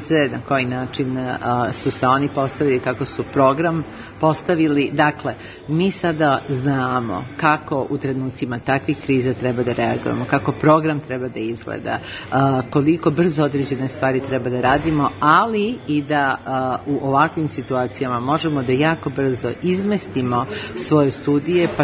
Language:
Serbian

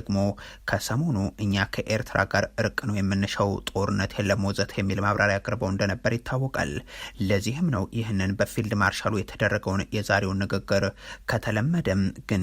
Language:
Amharic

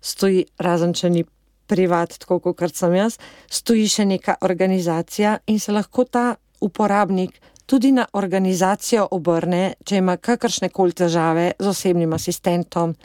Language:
Slovenian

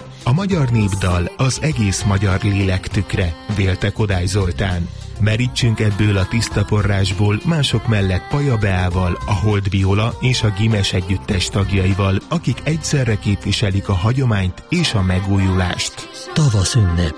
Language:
Hungarian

